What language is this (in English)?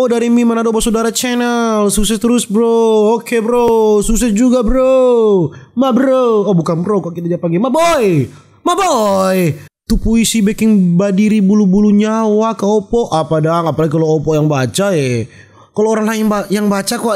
Manado Malay